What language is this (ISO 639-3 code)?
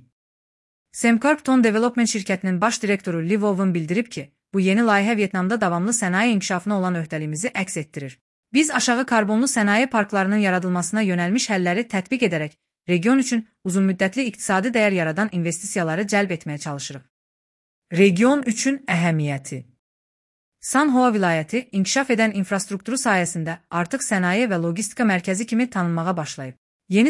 aze